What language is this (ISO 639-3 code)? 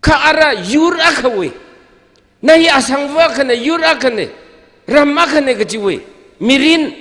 nmf